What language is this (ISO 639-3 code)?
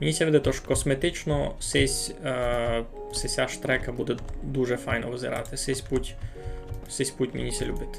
rue